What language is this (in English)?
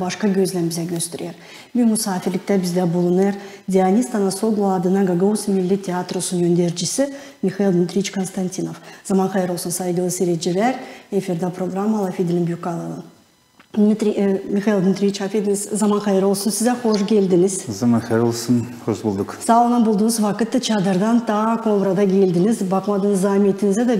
Gagauz